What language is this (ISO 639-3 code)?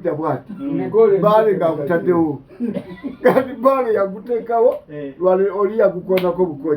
lug